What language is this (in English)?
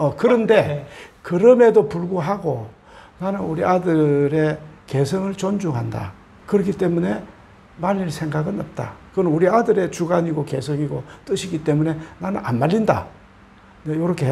Korean